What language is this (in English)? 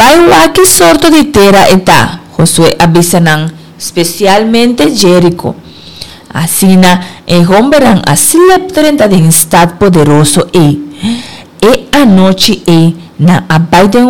Papiamento